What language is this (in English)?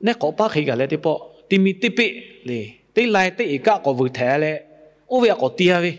Lahu